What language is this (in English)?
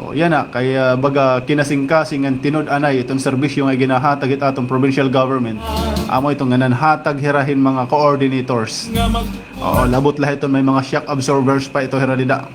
Waray